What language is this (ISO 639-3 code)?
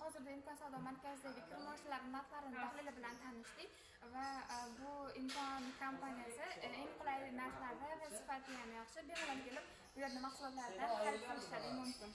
uzb